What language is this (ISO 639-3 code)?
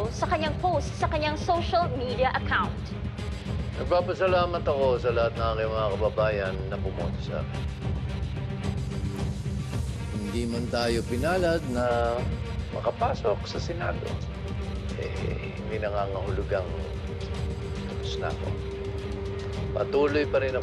fil